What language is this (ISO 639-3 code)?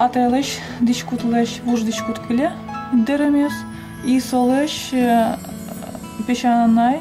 udm